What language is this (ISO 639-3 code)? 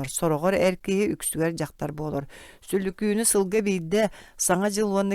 sah